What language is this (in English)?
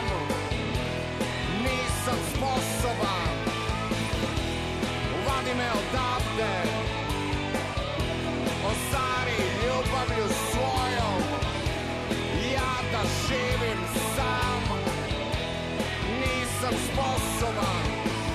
Serbian